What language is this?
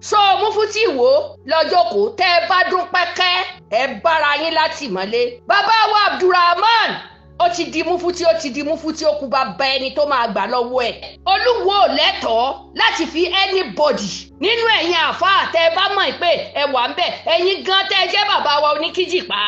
Yoruba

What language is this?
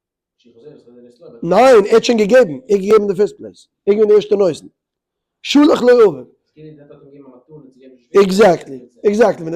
Yiddish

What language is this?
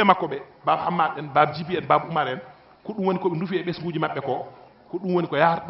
Fula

